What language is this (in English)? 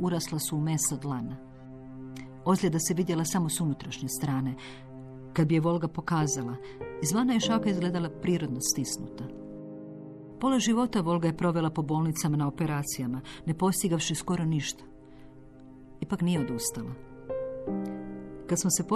Croatian